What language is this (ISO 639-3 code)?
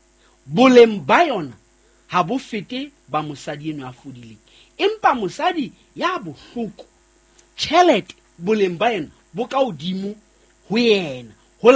sot